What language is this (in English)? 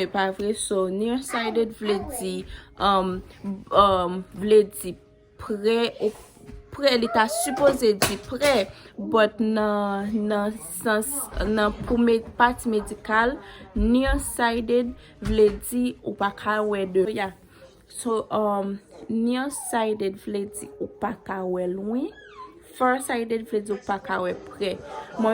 Haitian Creole